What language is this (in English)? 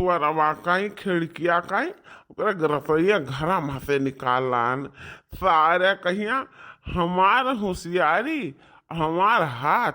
Awadhi